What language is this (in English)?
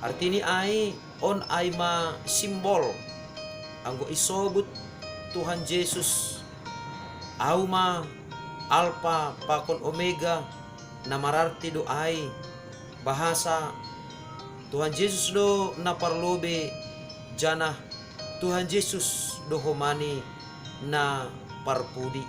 Batak Simalungun